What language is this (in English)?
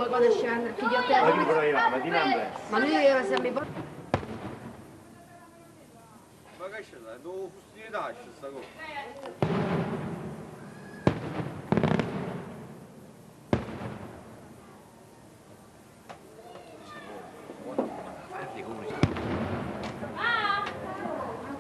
Italian